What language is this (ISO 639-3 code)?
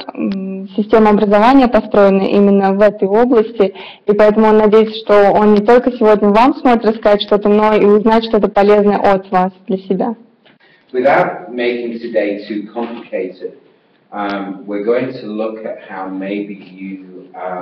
rus